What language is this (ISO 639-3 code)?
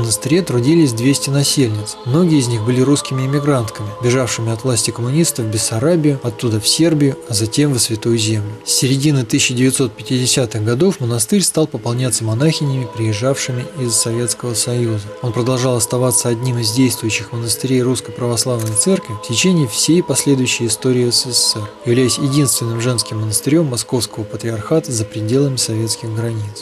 rus